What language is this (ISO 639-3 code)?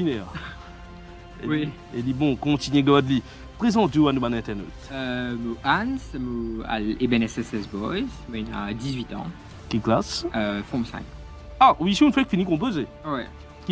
fra